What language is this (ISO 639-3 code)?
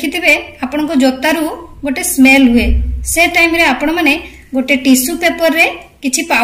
ori